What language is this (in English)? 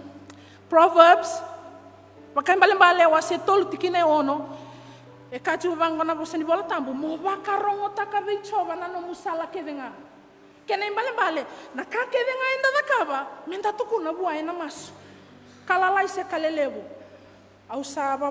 Fijian